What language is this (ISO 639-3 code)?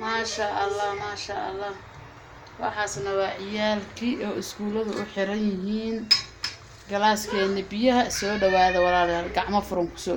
som